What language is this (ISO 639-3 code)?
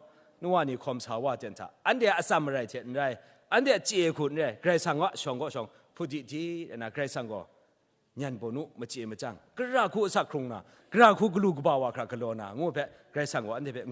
kac